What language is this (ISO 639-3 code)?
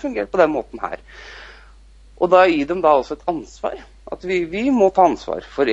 nor